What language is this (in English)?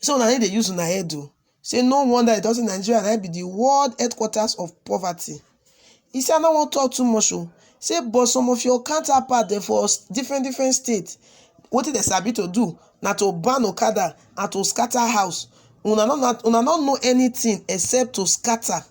Nigerian Pidgin